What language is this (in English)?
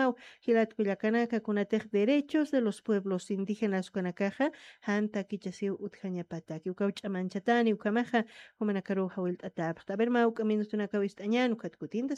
Aymara